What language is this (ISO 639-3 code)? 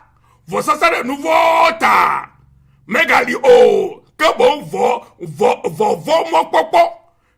ewe